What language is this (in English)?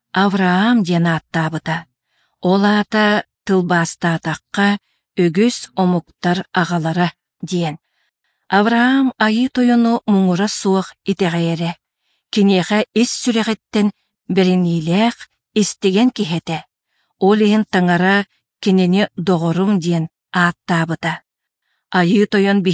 Yakut